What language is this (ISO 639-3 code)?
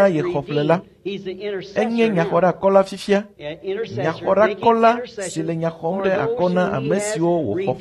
ewe